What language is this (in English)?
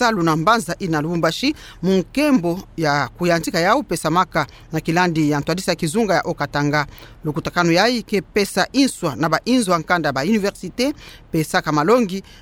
Kituba (Democratic Republic of Congo)